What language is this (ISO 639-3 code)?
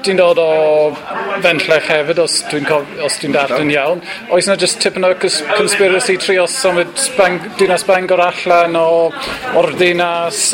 cym